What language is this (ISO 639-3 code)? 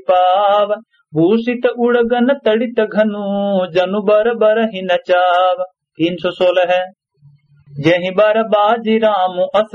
awa